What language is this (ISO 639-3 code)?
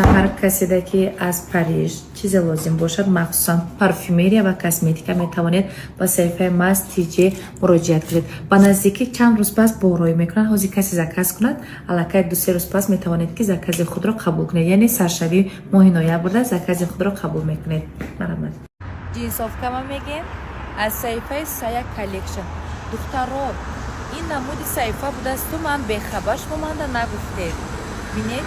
tgk